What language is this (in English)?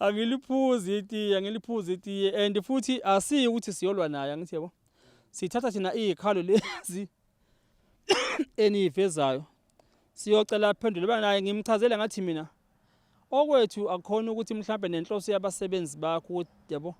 Zulu